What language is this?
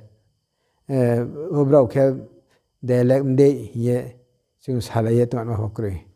Riang (India)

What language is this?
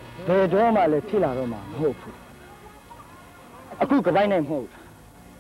Burmese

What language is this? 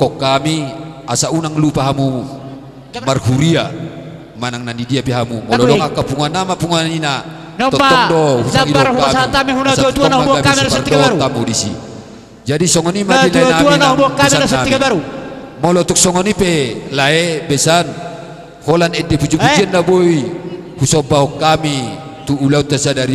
Batak Toba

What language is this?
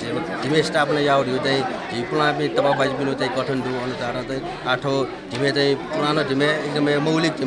Newari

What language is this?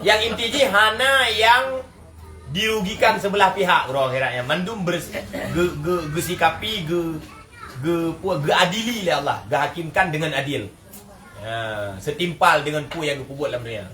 Achinese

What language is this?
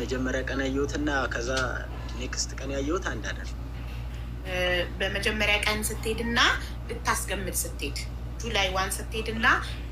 Amharic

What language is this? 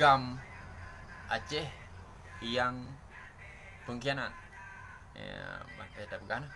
Achinese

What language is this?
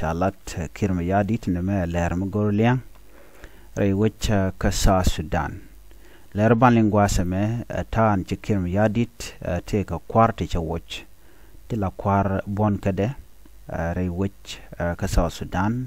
Nuer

